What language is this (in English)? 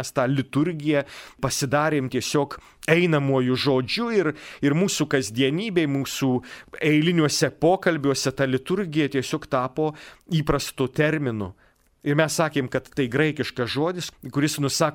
Lithuanian